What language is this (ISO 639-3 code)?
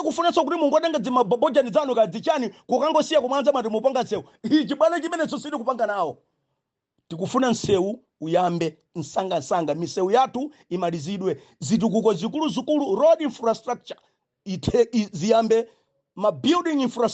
nya